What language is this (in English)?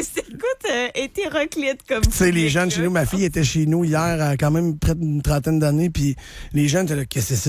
French